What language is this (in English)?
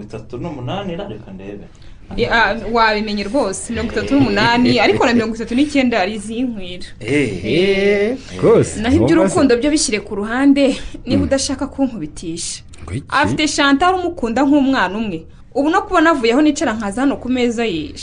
Kinyarwanda